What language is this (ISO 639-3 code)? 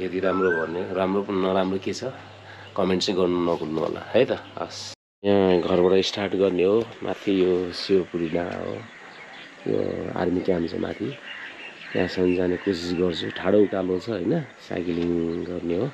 nep